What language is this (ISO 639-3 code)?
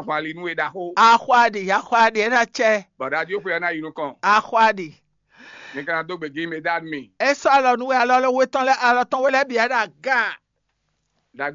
fon